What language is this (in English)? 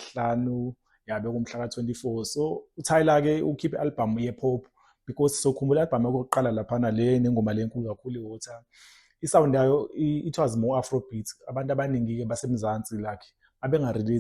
Zulu